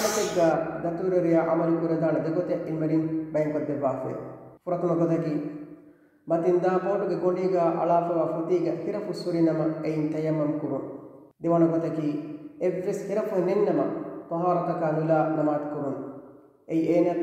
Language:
Divehi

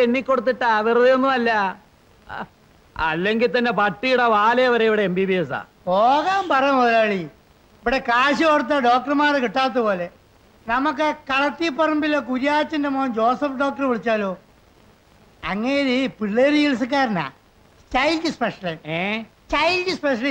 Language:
Malayalam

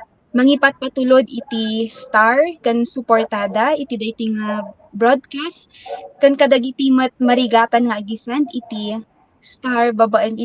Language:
Iloko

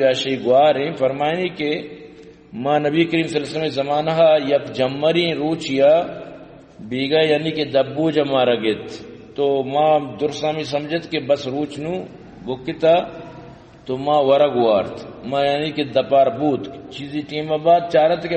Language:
Baluchi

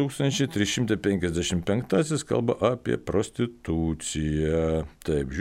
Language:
Lithuanian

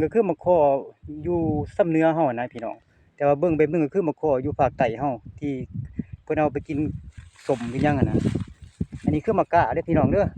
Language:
Lao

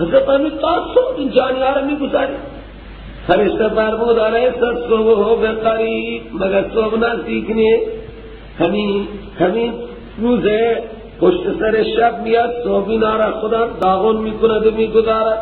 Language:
Persian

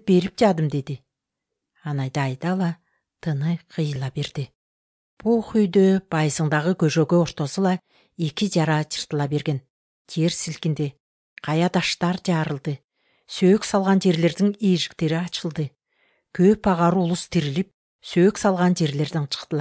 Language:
Kyrgyz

